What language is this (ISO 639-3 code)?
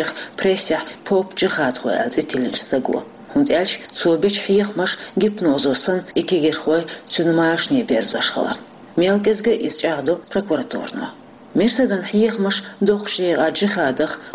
che